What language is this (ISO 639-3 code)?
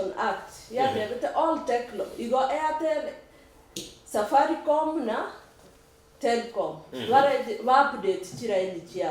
guz